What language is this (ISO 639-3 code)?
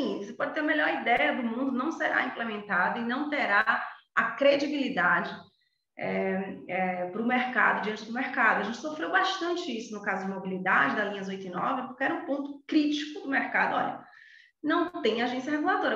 por